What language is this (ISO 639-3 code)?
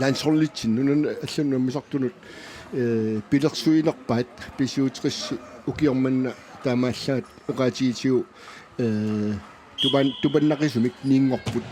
kal